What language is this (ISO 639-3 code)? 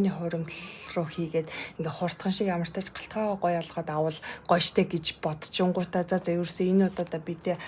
mon